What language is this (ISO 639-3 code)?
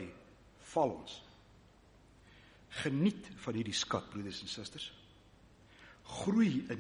afr